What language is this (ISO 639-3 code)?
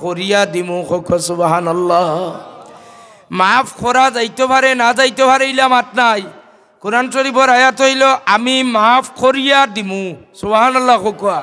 syl